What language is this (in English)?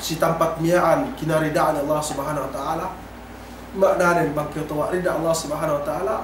Yakan